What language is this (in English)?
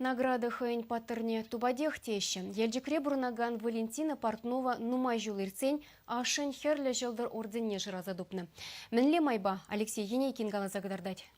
Chuvash